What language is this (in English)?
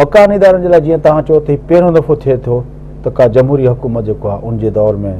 Sindhi